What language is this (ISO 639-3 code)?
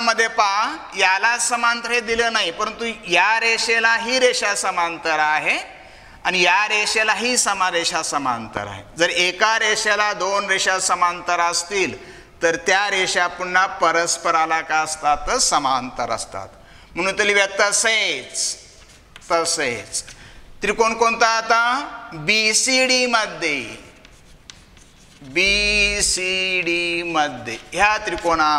mar